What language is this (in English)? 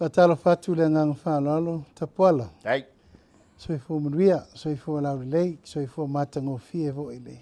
Samoan